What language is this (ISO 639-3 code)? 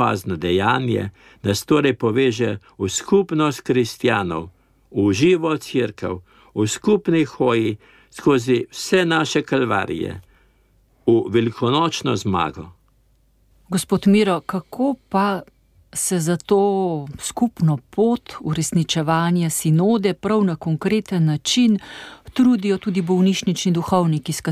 slv